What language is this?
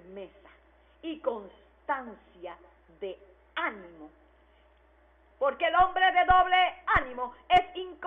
Spanish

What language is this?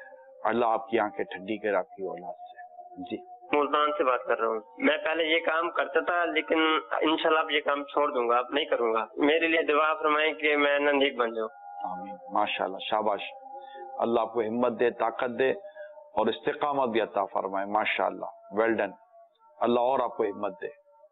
Urdu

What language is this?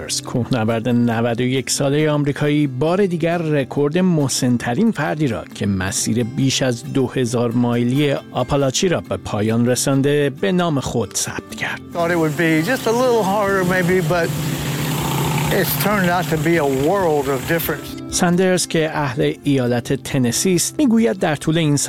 Persian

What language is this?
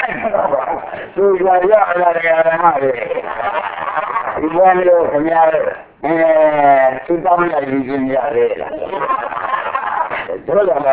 Burmese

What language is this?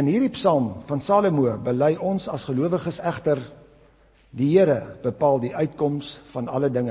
Afrikaans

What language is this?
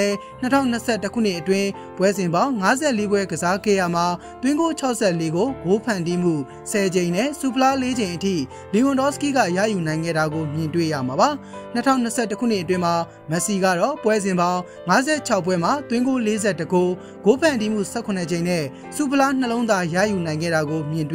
Burmese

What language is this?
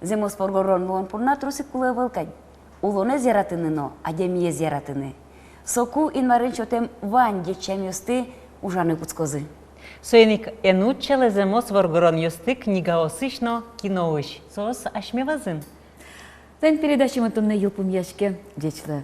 Udmurt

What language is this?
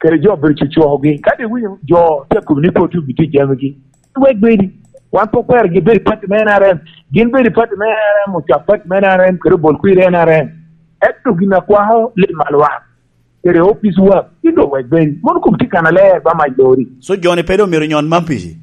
Lango (Uganda)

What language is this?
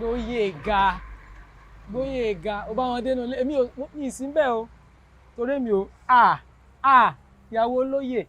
Yoruba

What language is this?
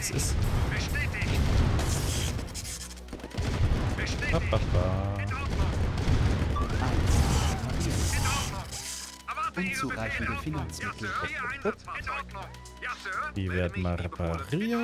German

